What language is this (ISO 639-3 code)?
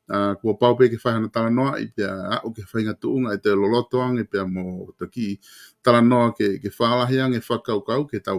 ton